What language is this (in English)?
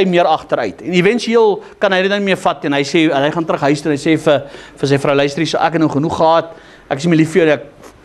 Afrikaans